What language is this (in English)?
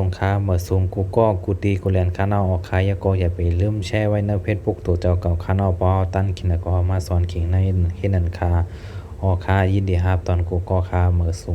Shan